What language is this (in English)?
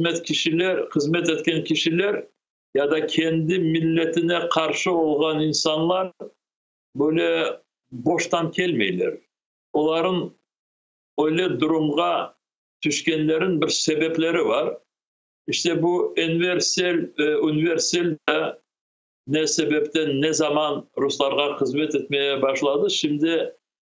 Crimean Tatar